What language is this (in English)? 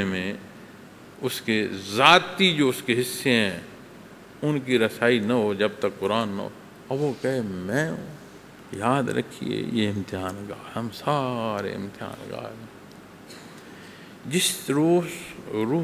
Urdu